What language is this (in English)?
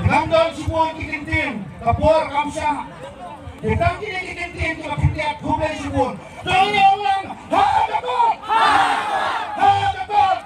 Khasi